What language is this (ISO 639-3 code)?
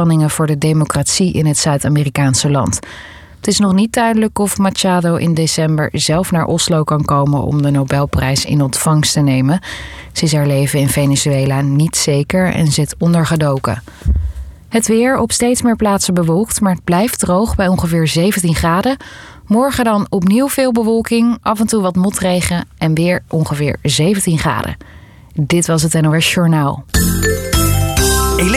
nld